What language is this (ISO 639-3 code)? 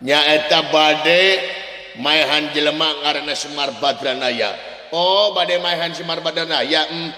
sun